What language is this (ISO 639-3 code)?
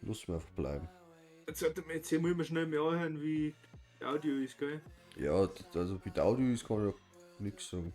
bar